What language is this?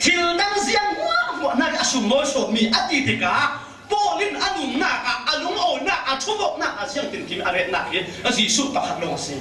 Falam Chin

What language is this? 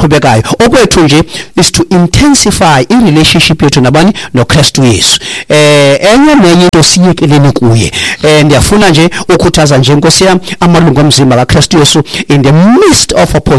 Xhosa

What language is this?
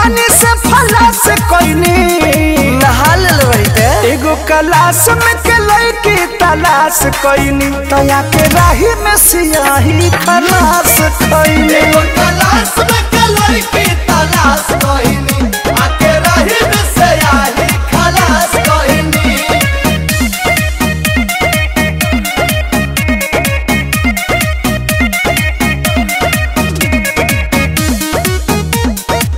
Bhojpuri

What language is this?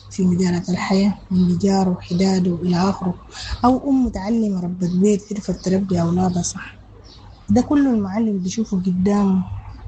Sudanese Arabic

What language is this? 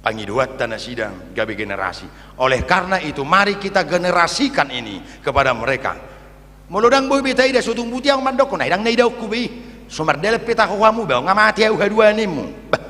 Batak Toba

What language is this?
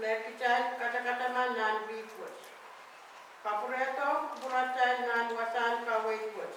Pohnpeian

